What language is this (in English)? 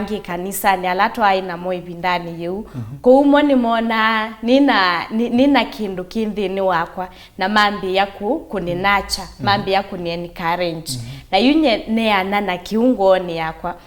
Kamba